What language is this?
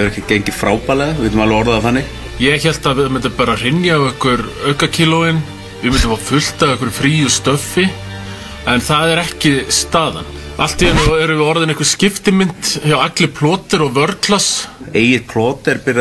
Icelandic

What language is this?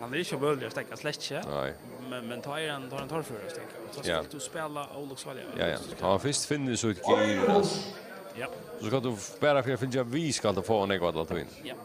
Faroese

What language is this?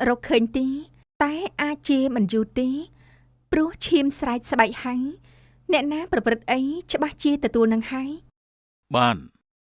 Khmer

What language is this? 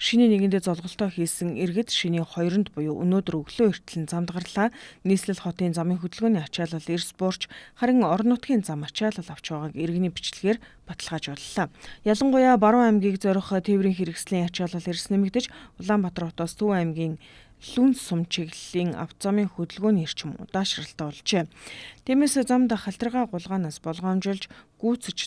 Mongolian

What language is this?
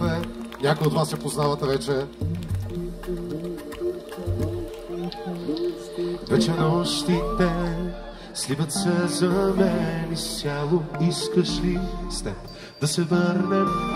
Bulgarian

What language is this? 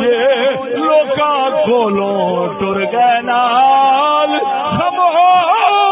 Saraiki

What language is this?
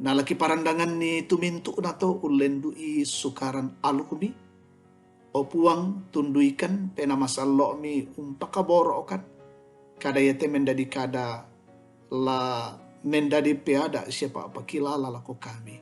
Toraja-Sa'dan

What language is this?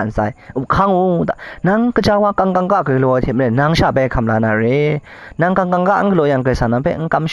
Kachin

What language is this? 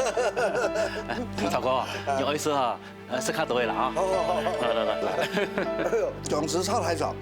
Hakka Chinese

